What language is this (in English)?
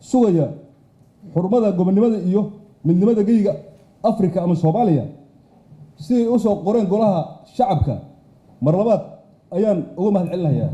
Somali